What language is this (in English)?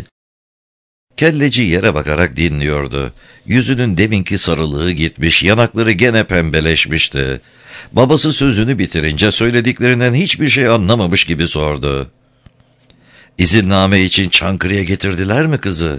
Turkish